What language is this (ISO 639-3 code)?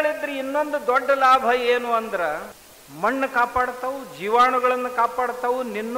kan